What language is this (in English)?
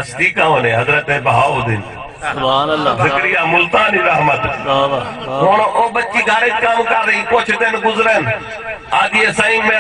Saraiki